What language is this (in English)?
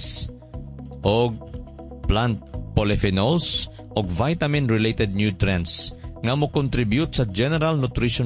Cebuano